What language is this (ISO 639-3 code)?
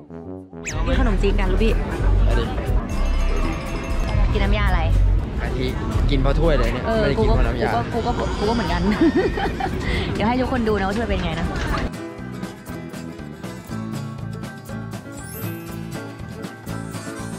tha